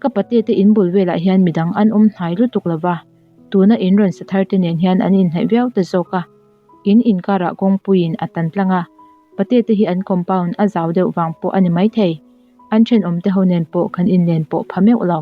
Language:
Mizo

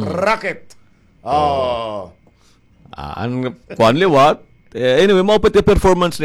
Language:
Waray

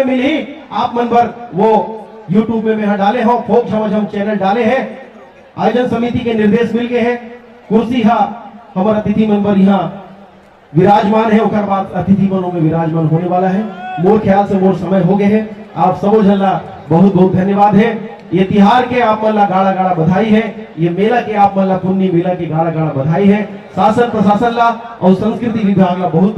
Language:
Chhattisgarhi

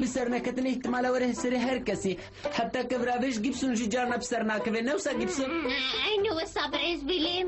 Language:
Kurdish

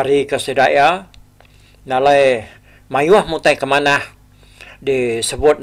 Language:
Iban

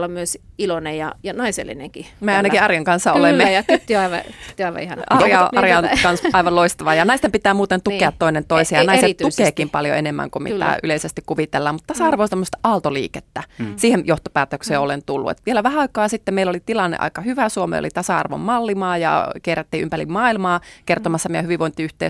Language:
Finnish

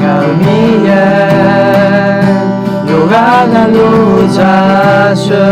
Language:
Akha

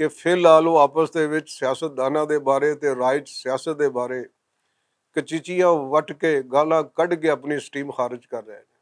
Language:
Western Panjabi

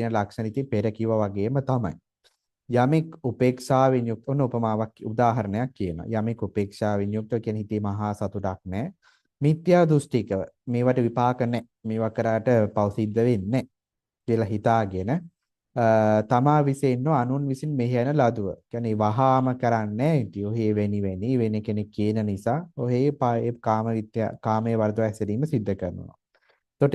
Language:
Sinhala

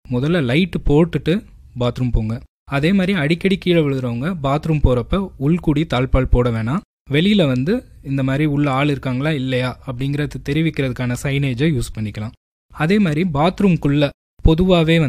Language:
Tamil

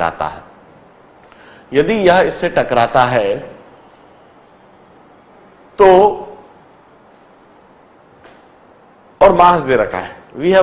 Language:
Hindi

